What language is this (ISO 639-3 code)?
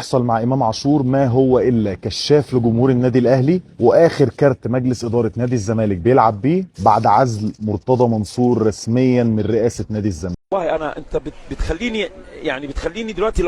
arz